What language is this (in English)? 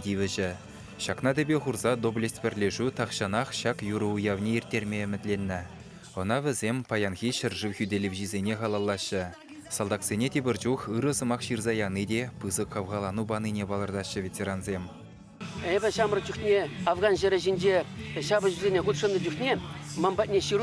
Chuvash